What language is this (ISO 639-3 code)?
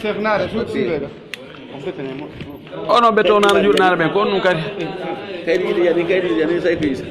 fuf